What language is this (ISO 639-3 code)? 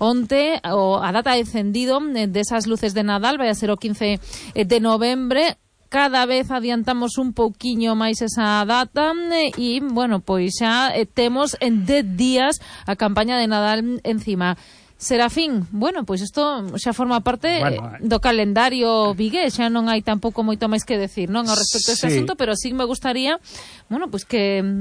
glg